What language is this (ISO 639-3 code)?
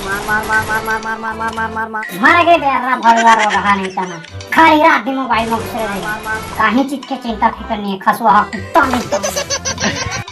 hne